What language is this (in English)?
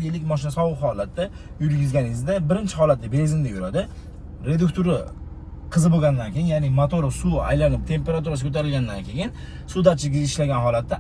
Uzbek